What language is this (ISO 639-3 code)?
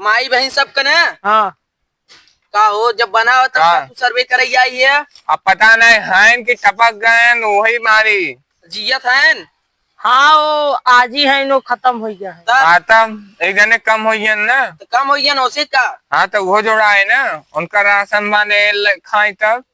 awa